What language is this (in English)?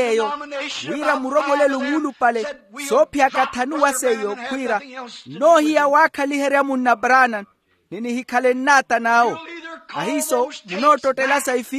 Makhuwa